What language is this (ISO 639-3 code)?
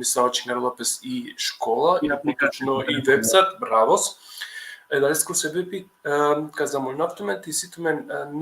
rmn